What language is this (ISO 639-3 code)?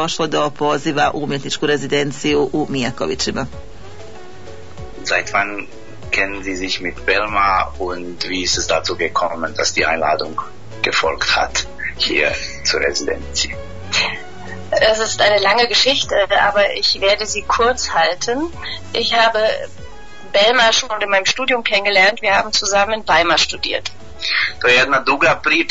bos